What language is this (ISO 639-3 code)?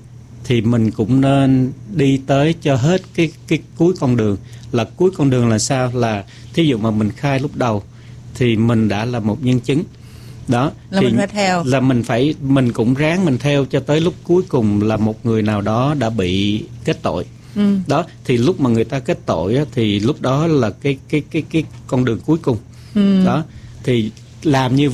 vie